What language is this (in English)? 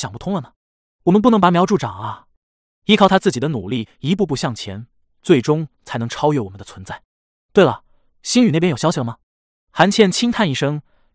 Chinese